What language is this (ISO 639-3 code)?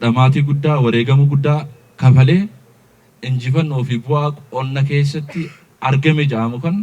orm